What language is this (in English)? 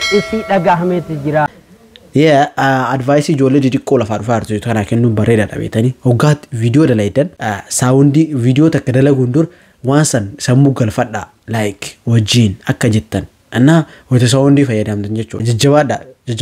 Oromo